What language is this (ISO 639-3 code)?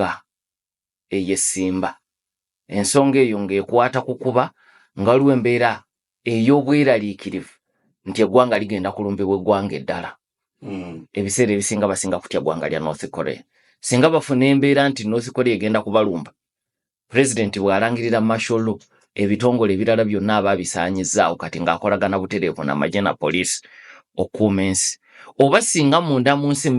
lug